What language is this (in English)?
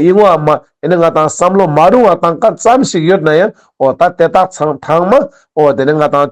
Ladakhi